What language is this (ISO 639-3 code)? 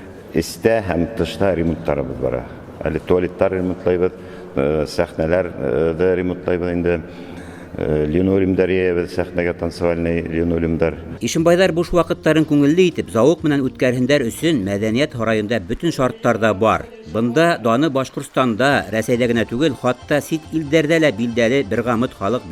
bak